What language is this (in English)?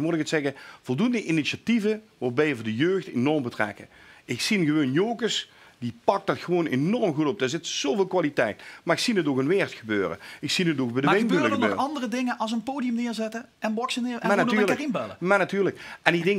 Limburgish